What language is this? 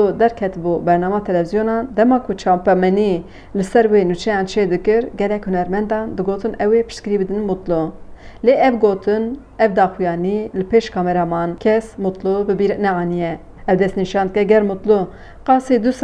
Kurdish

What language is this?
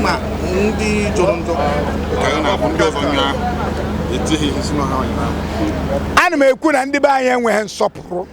Igbo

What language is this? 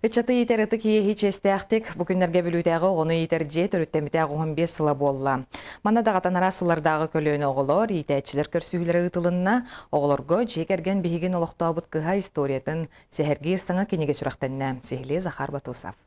Yakut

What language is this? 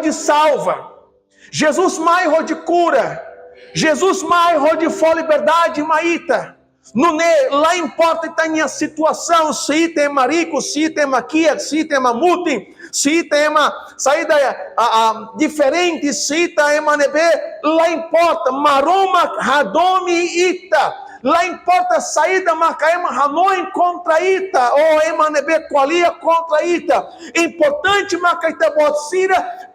Tetum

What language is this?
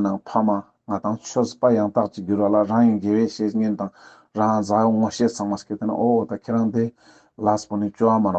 Ladakhi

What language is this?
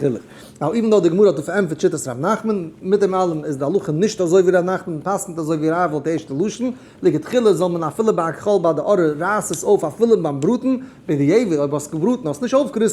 Yiddish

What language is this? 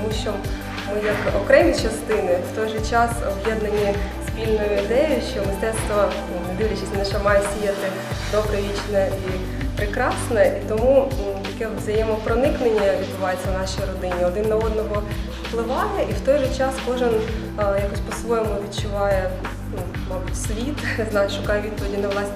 Ukrainian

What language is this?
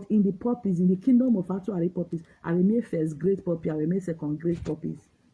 Nigerian Pidgin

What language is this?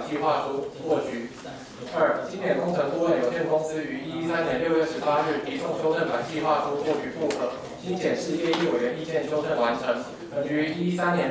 Chinese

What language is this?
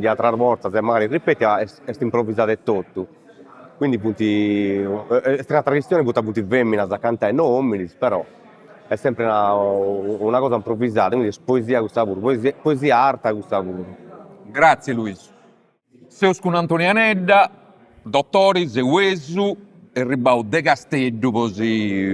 Sardinian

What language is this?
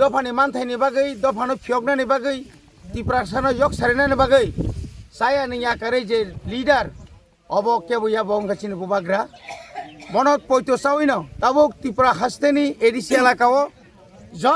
Kok Borok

